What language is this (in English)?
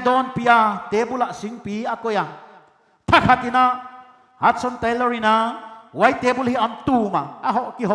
Paite Chin